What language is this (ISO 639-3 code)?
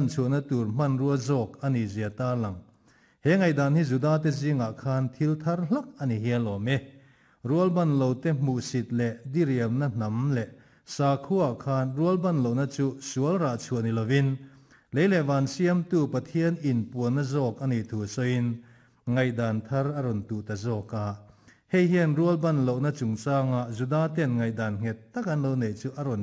lus